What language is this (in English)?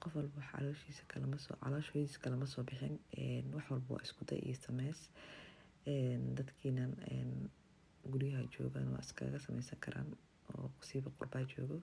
Somali